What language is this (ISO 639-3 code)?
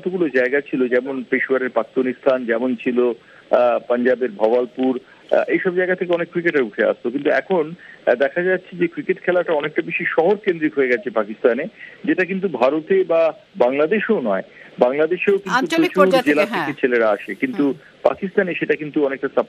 ben